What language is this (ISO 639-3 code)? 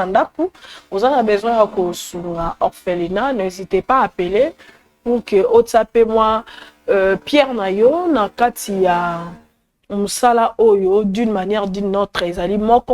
lin